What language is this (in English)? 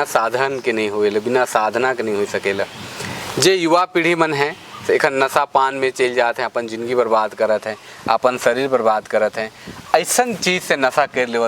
Sadri